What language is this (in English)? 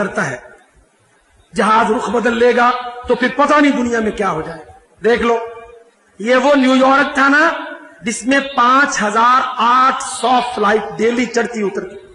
Urdu